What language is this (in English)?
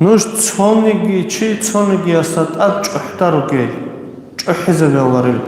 Avaric